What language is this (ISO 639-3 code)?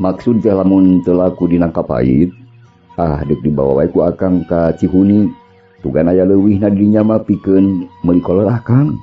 sun